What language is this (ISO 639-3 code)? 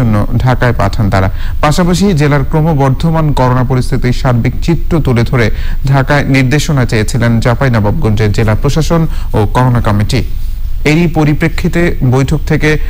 ben